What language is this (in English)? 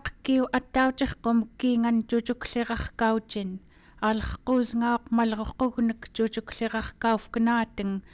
Central Yupik